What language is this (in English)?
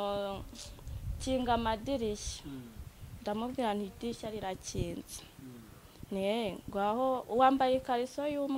Kinyarwanda